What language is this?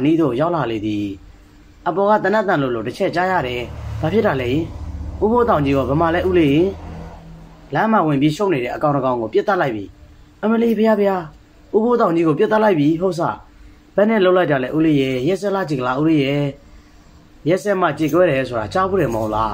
Burmese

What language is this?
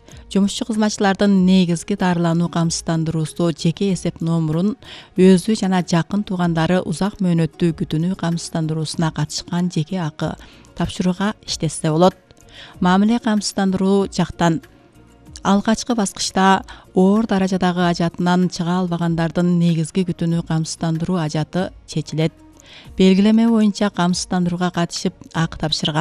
Kyrgyz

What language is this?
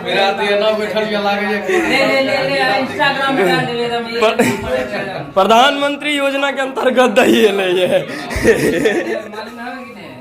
Maithili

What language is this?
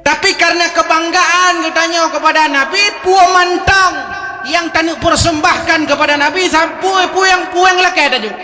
Achinese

